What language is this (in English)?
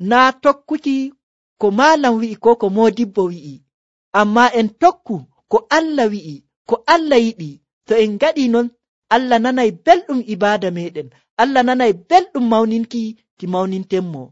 Nigerian Fulfulde